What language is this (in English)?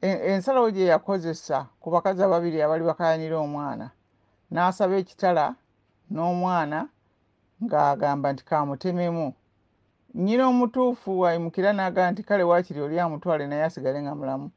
Ganda